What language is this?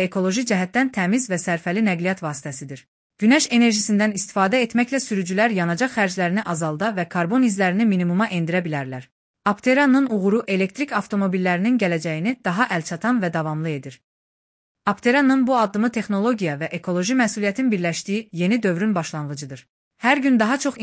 Azerbaijani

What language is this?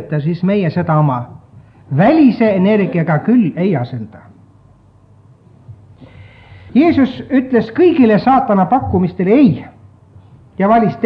Estonian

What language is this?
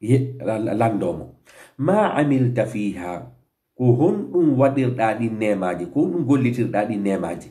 Fula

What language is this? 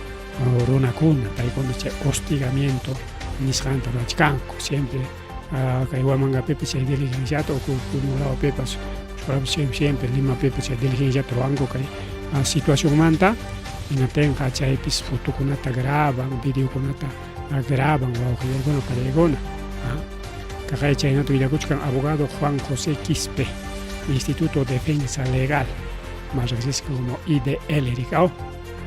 Ayacucho Quechua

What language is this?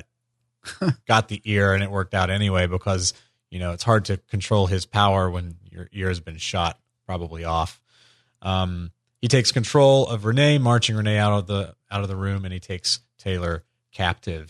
English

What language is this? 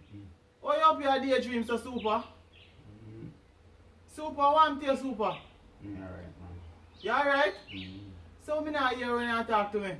Jamaican Creole English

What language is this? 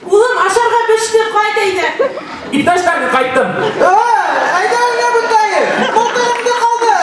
Bashkir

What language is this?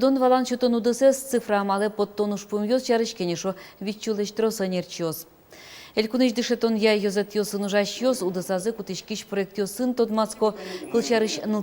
Udmurt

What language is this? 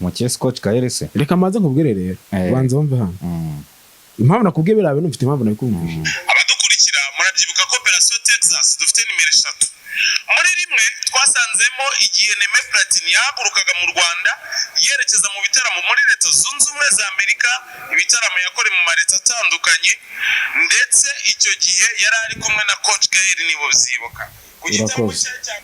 Kinyarwanda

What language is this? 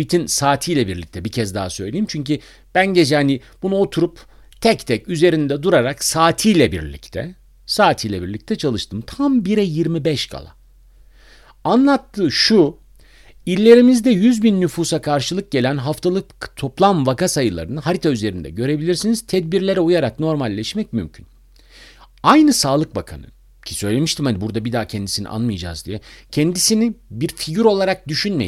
Turkish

